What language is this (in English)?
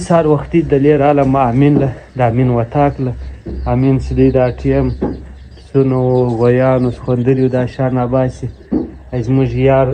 Pashto